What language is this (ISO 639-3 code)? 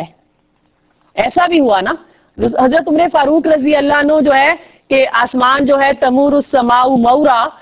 urd